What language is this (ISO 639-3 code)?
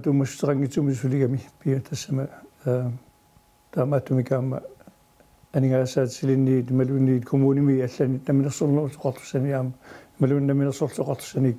kal